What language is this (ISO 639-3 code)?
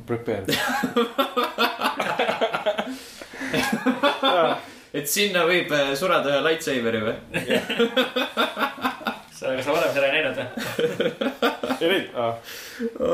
est